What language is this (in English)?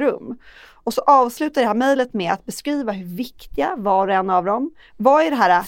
Swedish